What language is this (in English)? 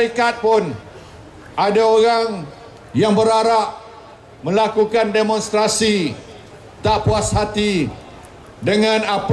Malay